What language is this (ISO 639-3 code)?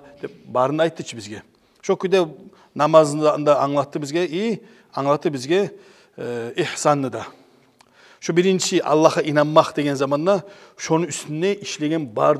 kum